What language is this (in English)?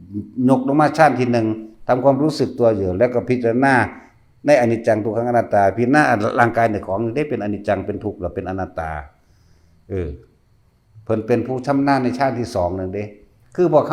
Northeastern Thai